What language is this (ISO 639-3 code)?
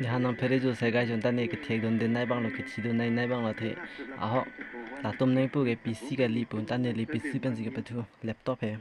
mjw